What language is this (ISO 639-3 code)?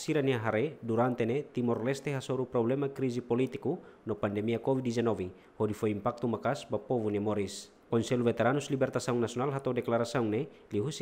tet